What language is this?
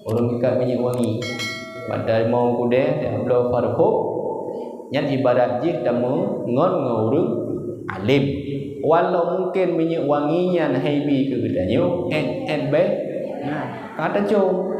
Achinese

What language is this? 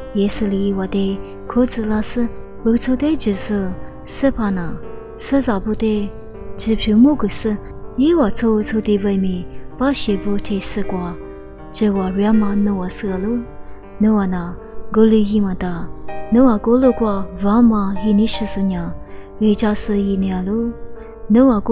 Lisu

